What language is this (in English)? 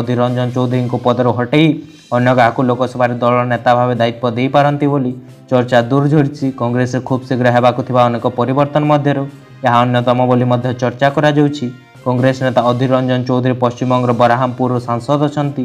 Odia